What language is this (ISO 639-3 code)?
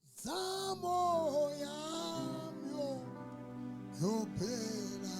sot